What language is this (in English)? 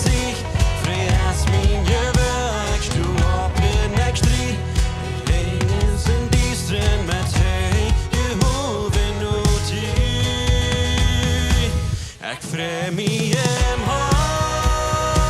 Plautdietsch